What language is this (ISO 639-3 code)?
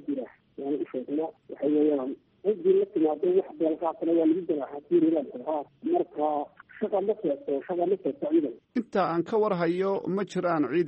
som